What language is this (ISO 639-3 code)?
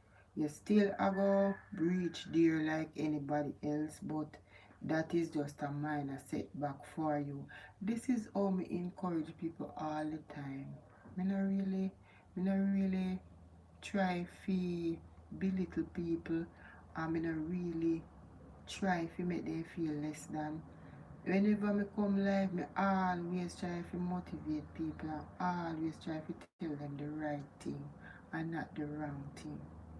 jam